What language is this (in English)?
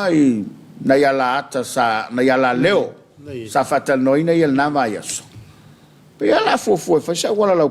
Samoan